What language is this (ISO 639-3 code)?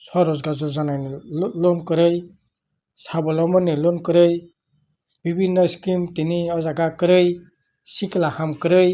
trp